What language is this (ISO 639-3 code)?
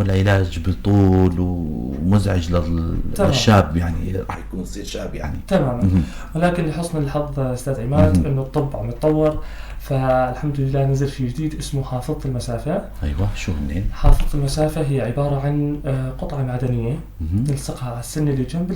apc